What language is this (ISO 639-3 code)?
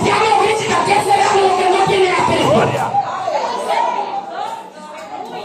spa